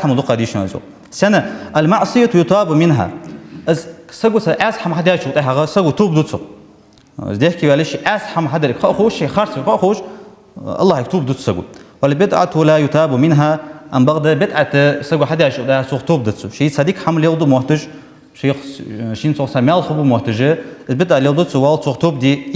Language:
Ingush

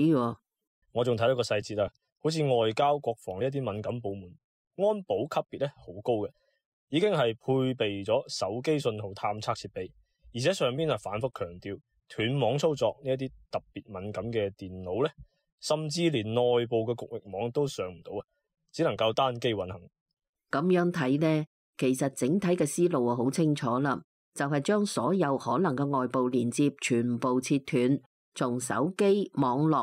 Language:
Cantonese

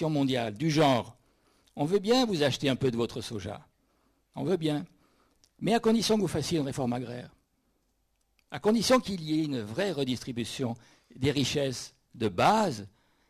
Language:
French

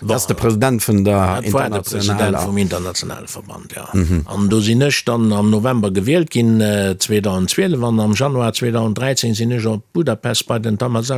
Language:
Luxembourgish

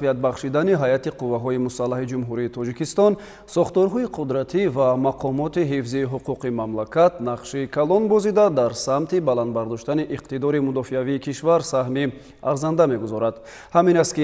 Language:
Tajik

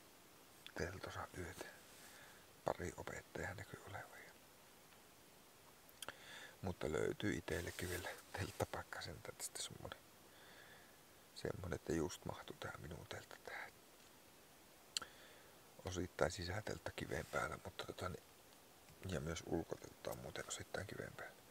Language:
Finnish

